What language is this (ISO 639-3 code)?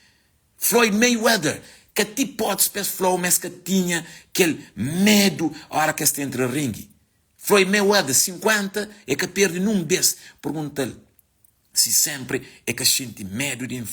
kea